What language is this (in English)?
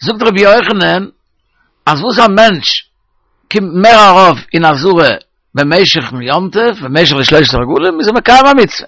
Yiddish